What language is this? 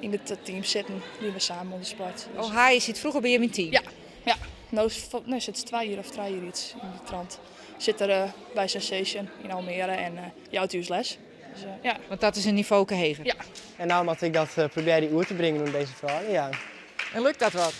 Western Frisian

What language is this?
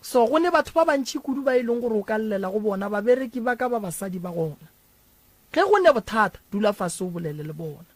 Northern Sotho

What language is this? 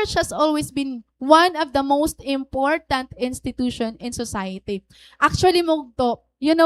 Waray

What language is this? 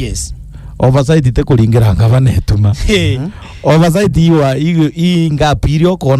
Meru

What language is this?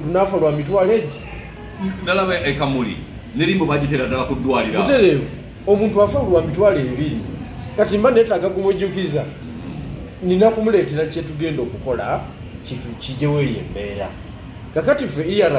Ganda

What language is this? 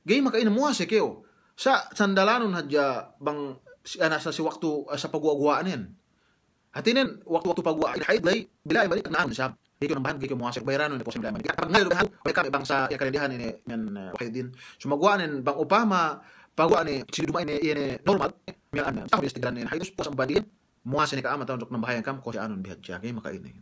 Yakan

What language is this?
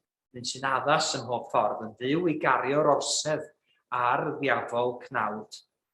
Welsh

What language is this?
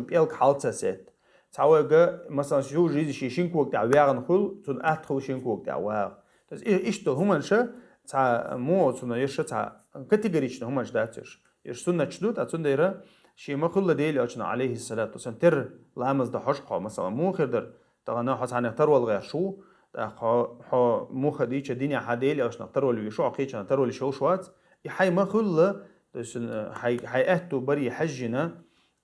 Chechen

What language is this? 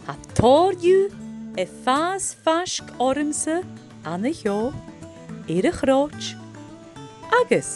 Scottish Gaelic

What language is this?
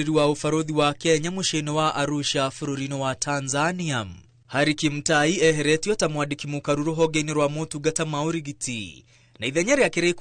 Kikuyu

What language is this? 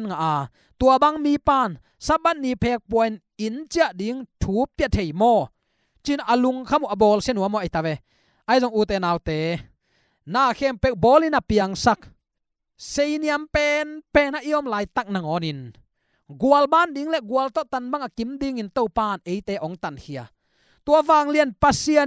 Tedim Chin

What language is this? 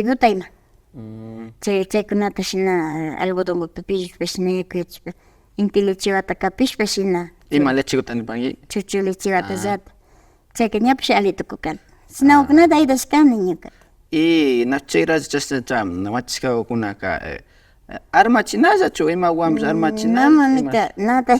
Imbabura Highland Quichua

